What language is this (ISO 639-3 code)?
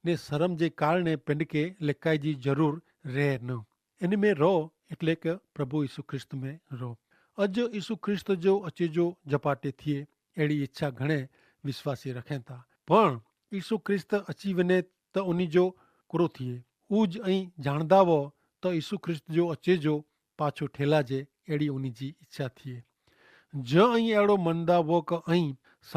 kfr